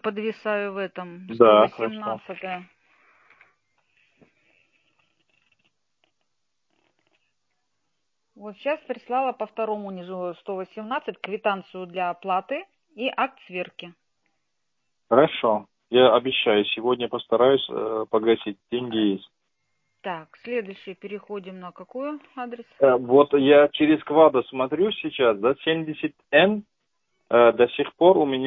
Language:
Russian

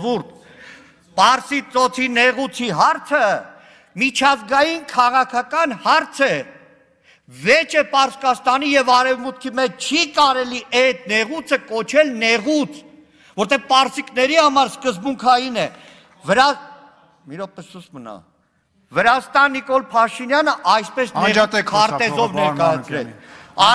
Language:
Armenian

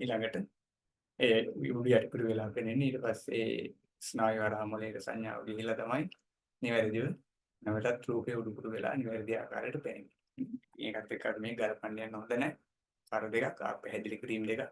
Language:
Sinhala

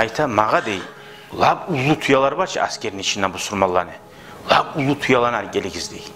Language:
Kumyk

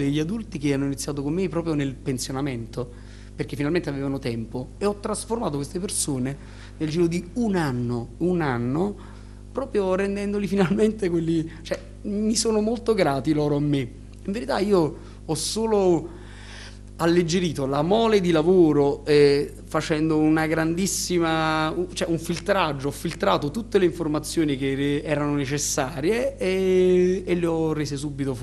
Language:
Italian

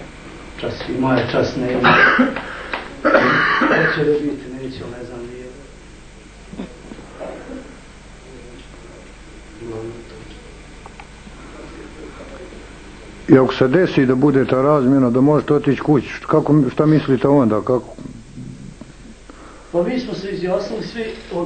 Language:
Bosnian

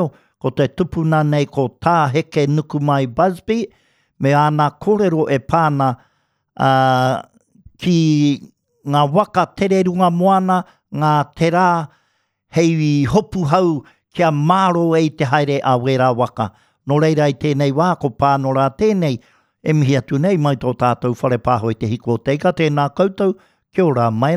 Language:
Māori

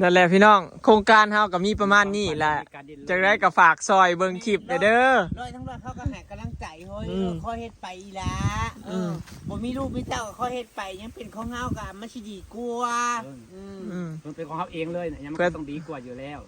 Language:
Northeastern Thai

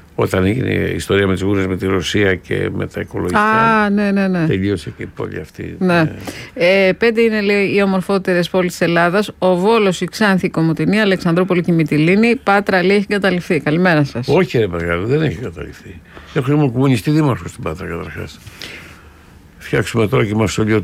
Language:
Greek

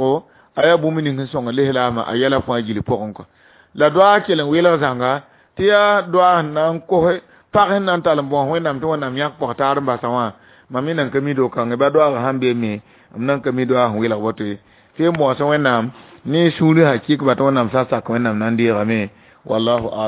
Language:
Mossi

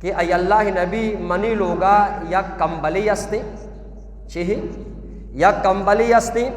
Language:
Eastern Balochi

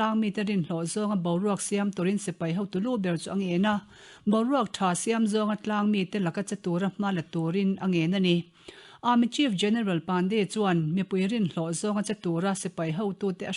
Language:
Mizo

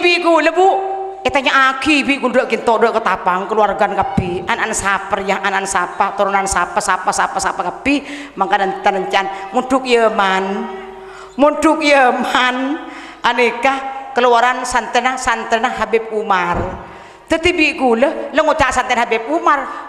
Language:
Madurese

